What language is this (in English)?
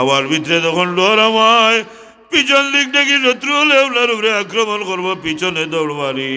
Sylheti